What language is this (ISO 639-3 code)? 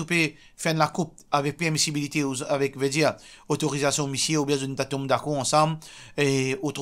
mfe